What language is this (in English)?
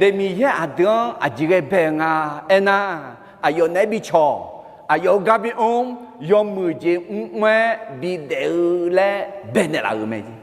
Akha